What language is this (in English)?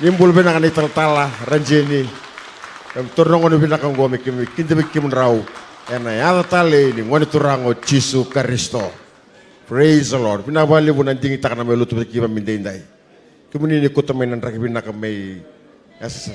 Fijian